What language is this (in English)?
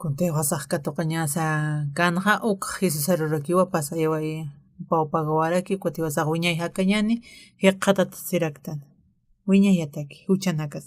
Aymara